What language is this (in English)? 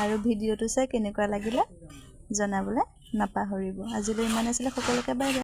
Assamese